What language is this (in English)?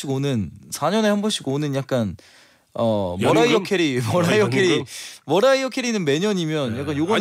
Korean